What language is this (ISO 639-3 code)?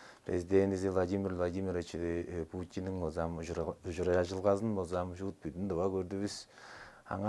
tyv